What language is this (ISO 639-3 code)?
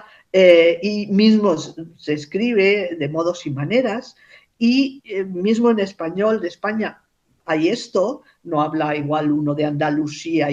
lad